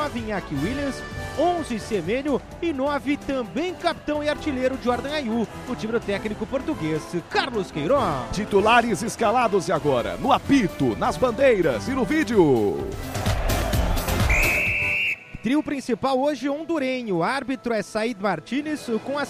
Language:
Portuguese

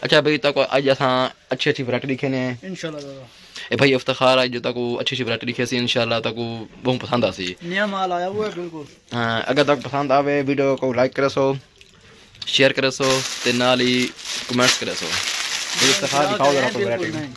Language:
Saraiki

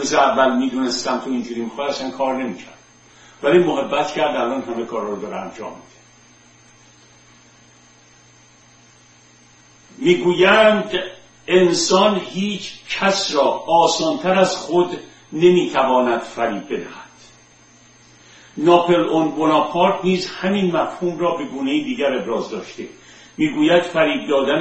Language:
Persian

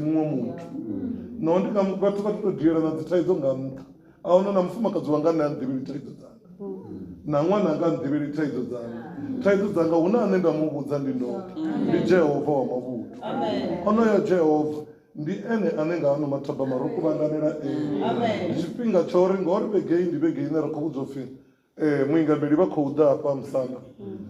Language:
Venda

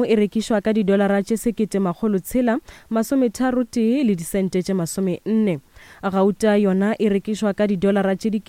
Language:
Northern Sotho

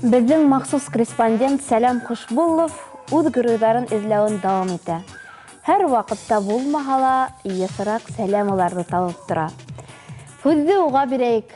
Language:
Bashkir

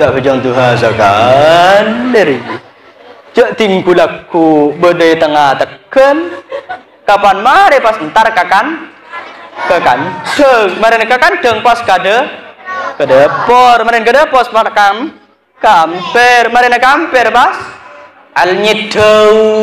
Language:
Madurese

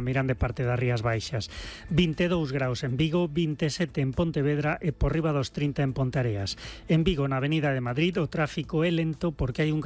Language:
Galician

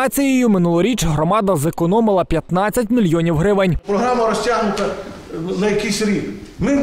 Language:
Ukrainian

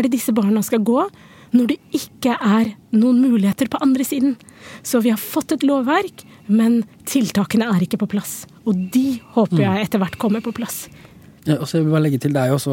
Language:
Norwegian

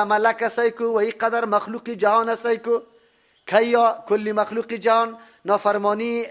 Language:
Persian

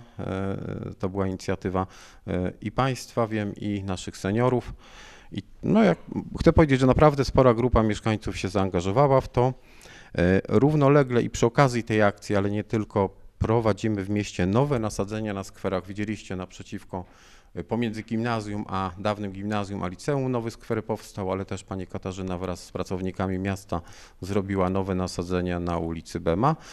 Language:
Polish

